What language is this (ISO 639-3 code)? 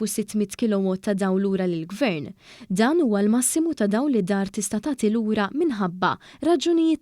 mlt